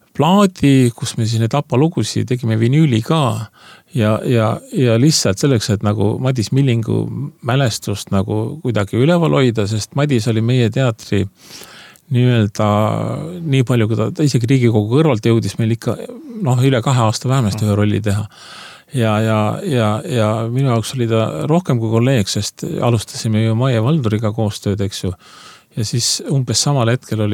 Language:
Estonian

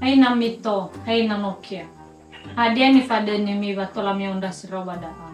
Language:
Nias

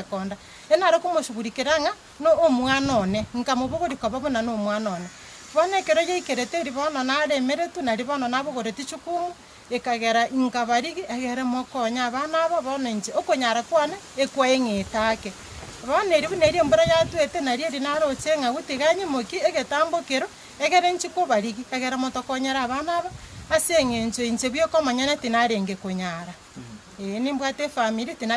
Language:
Gusii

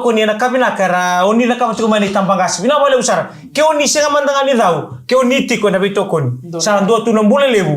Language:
Fijian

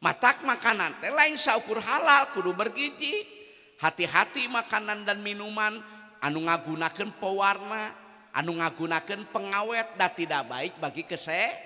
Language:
Sundanese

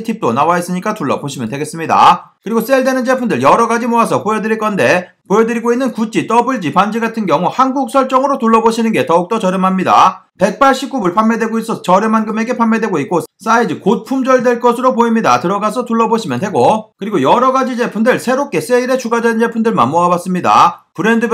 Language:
Korean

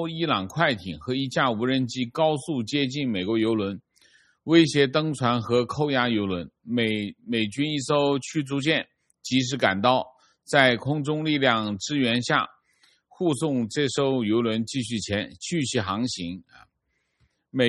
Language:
Chinese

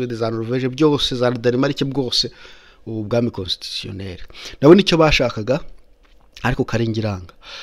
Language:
Kinyarwanda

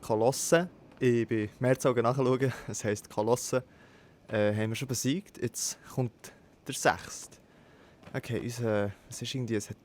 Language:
Swiss German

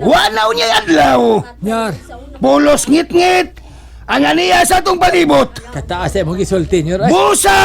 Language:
Cebuano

